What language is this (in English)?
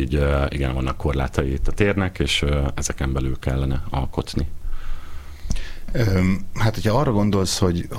Hungarian